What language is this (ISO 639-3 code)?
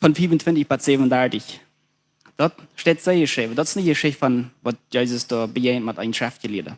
pdt